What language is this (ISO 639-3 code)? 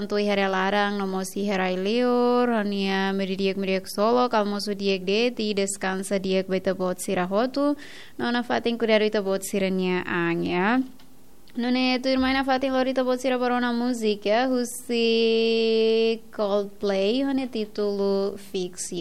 tet